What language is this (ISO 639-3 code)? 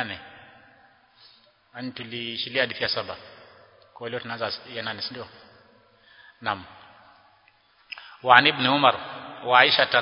swa